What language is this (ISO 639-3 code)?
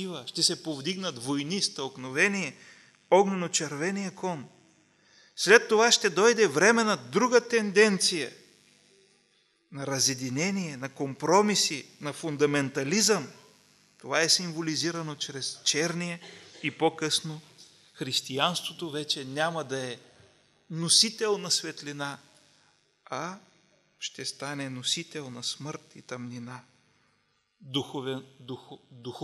bul